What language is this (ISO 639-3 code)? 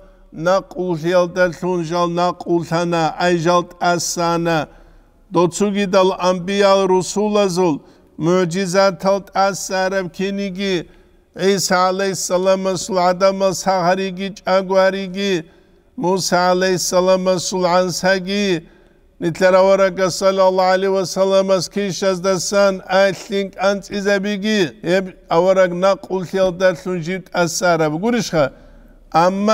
ava